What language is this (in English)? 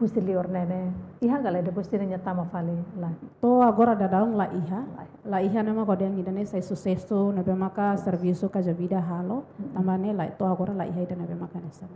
Tetum